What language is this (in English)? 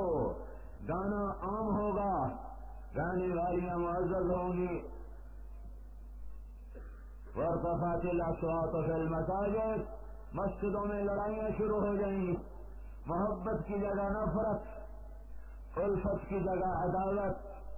Urdu